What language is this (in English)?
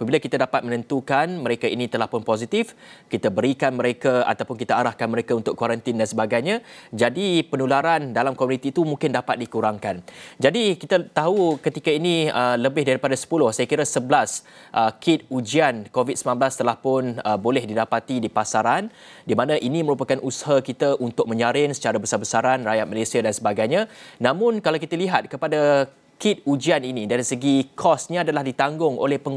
Malay